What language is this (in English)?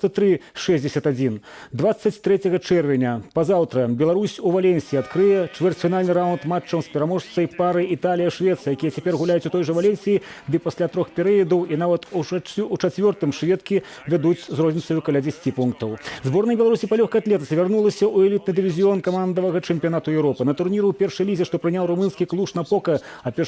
Belarusian